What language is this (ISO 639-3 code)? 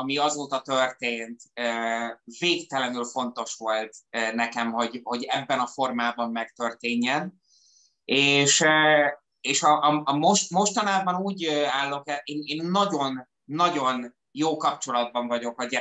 hun